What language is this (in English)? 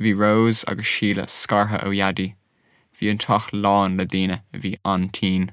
Irish